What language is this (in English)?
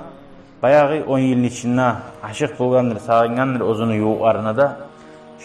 Kumyk